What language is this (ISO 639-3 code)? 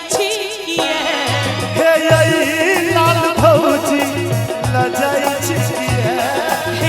mai